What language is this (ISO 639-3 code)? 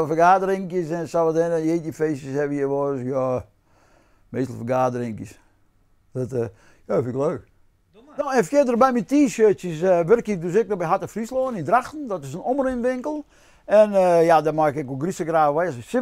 fry